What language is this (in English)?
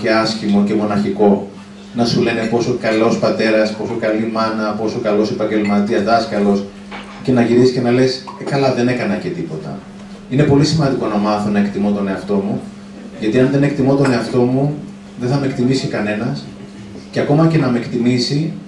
Greek